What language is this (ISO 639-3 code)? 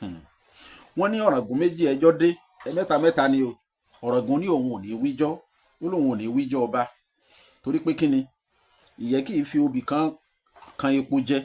yor